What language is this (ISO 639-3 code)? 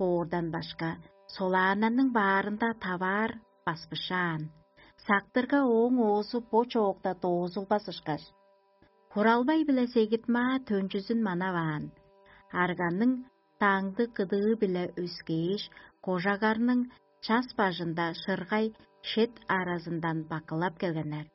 tyv